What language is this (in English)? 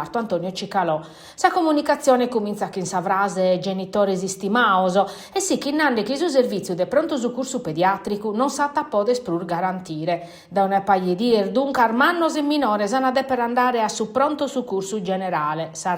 Sardinian